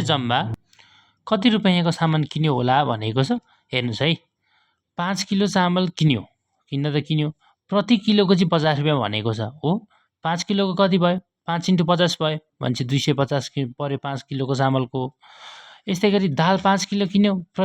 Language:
Nepali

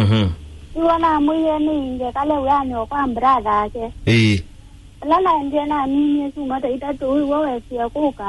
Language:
Kamba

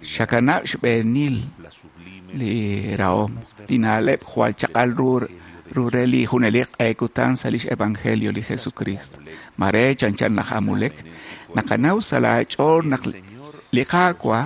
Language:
Kekchí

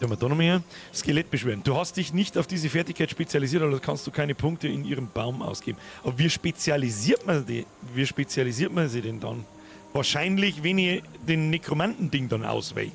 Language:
Bavarian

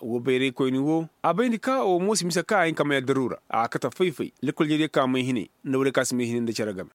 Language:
Koyraboro Senni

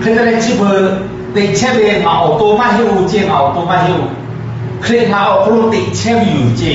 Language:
Lahu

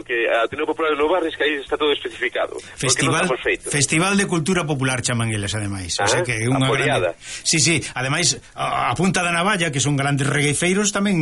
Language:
Galician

